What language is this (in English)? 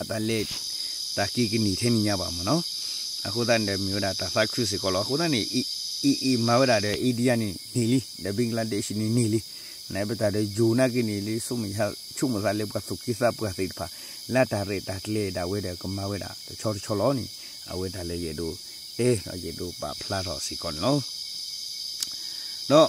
S'gaw Karen